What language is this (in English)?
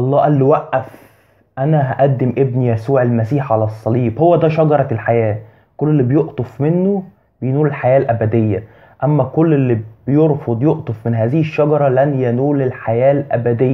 Egyptian Arabic